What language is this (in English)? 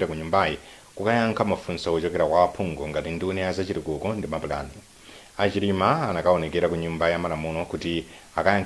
Nyanja